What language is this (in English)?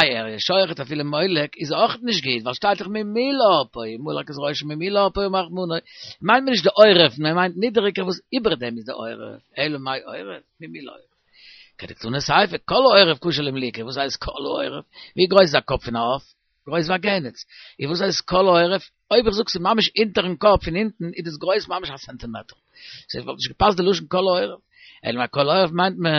Yiddish